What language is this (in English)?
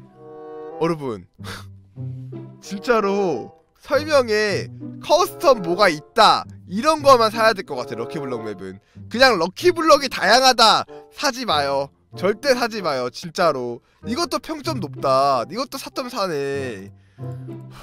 Korean